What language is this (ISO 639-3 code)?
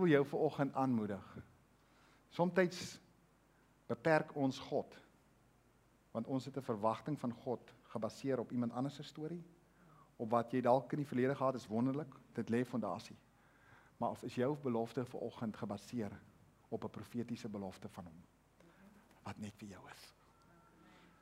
afr